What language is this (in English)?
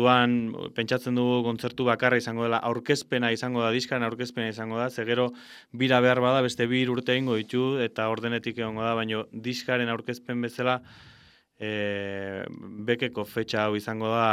Basque